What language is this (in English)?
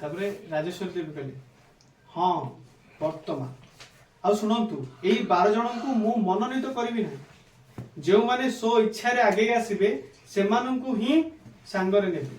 Odia